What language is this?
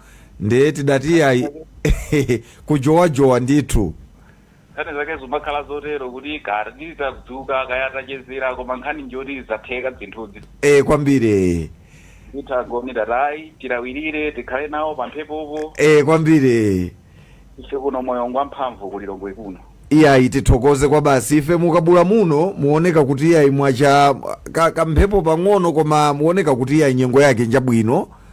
Nyanja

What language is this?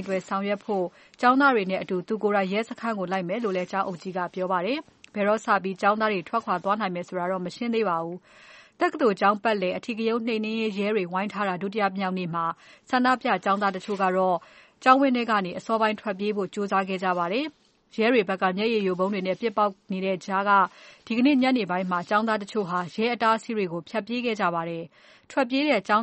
Burmese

